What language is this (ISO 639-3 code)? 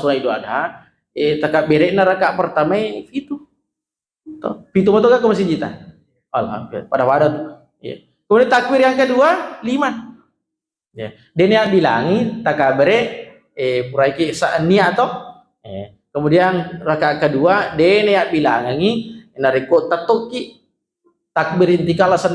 bug